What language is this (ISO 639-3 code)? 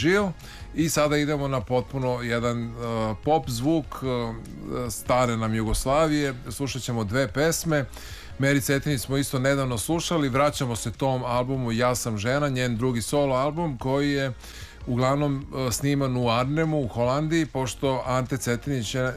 srp